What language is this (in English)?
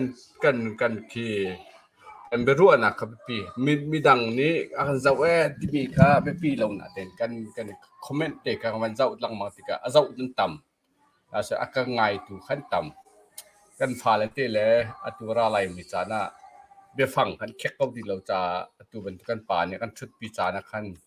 Hakha Chin